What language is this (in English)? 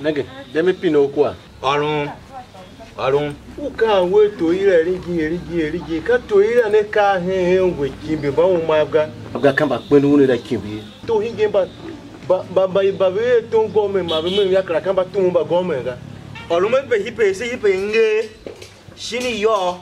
Tiv